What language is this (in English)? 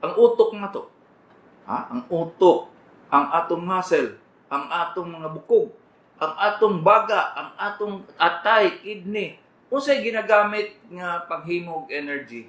Cebuano